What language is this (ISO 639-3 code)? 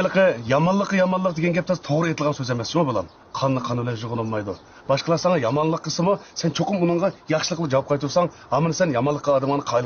uig